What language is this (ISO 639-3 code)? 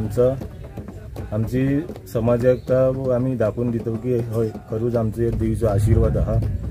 kok